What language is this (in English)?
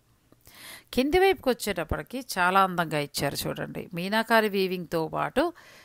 Telugu